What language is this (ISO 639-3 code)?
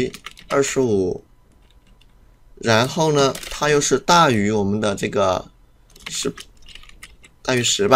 zho